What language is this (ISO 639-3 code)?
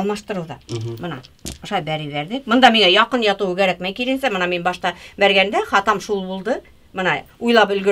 bak